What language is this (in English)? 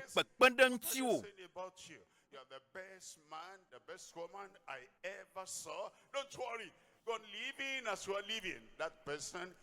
Ewe